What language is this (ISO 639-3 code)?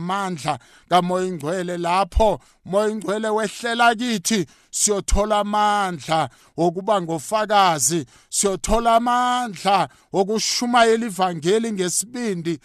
nbl